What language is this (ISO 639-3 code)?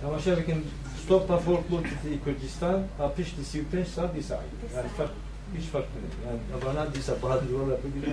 kur